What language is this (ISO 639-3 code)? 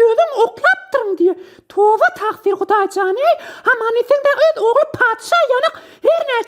tuk